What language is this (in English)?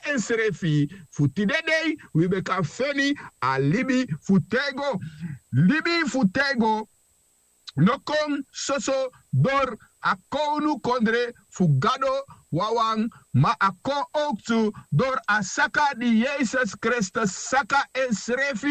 Sranan Tongo